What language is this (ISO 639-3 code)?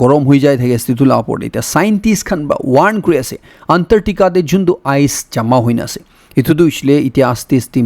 nag